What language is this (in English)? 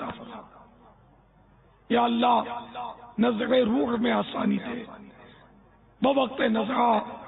Urdu